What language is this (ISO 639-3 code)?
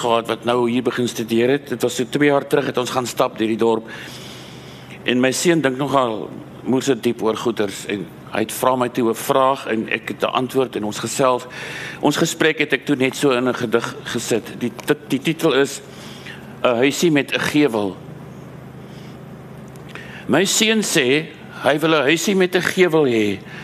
afr